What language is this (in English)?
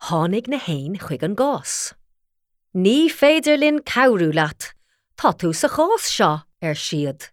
Irish